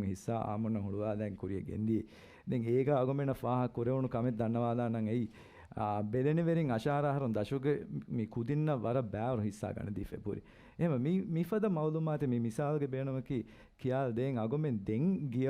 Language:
Divehi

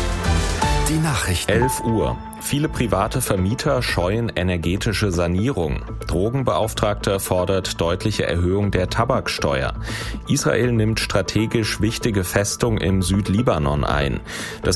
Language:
German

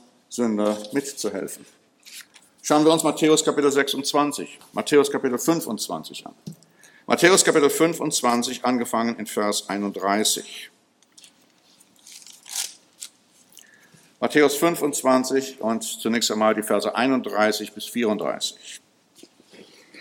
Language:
German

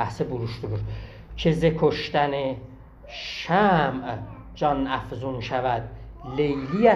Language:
South Azerbaijani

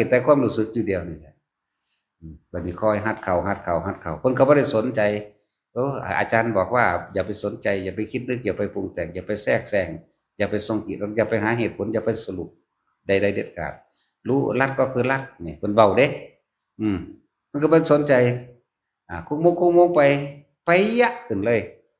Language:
Northeastern Thai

